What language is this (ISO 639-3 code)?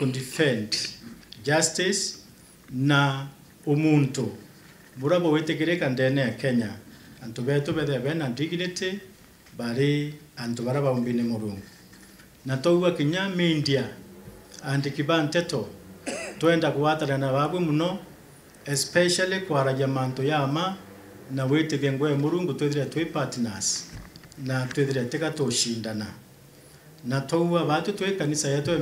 mer